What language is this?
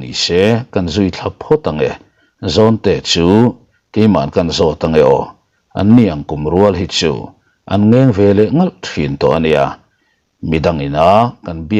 Mizo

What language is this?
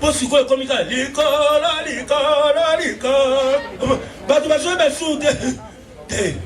Lingala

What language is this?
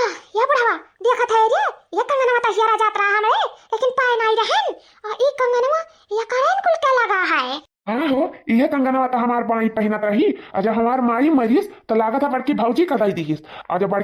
Awadhi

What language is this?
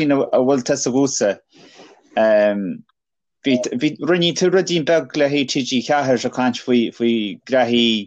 Irish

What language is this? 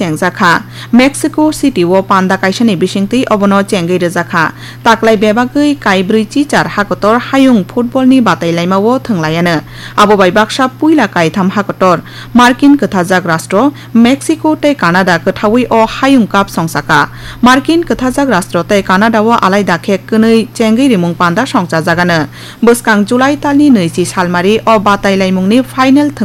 Kok Borok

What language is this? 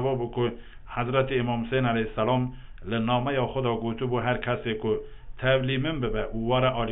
Kurdish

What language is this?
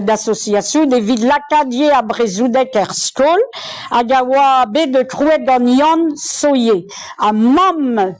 Breton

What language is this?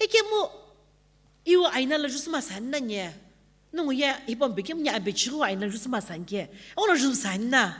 Sumi Naga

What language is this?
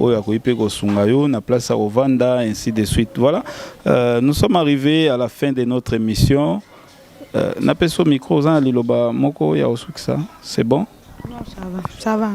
Lingala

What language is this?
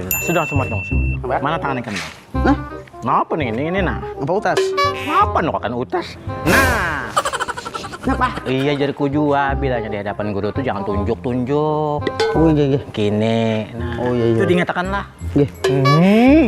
Banjar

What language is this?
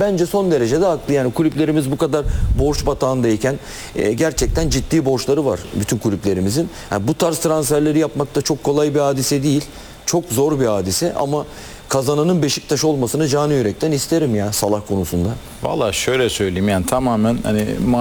Turkish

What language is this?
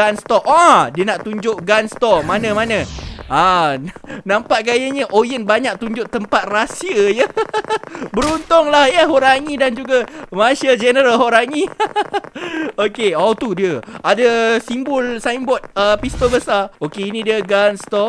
Malay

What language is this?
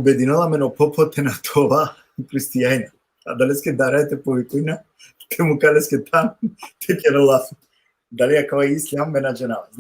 Balkan Romani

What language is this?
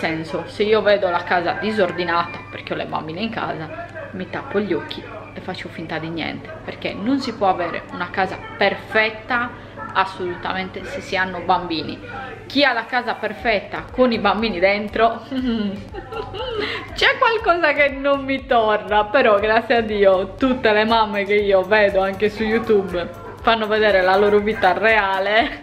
Italian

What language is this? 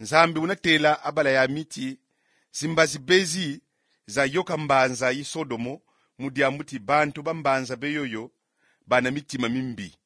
Kongo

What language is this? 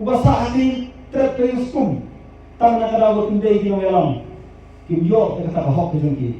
Khasi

